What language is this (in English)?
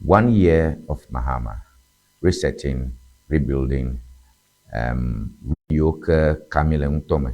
Ewe